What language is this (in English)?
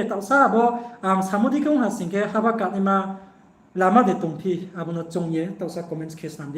Riang (India)